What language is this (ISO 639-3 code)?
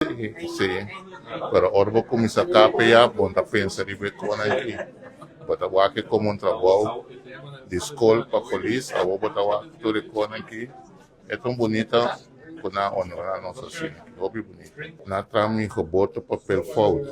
pap